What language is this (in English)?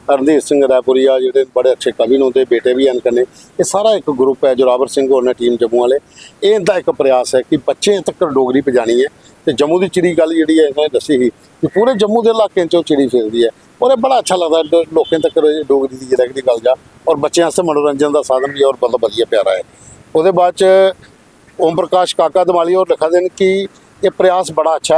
Dogri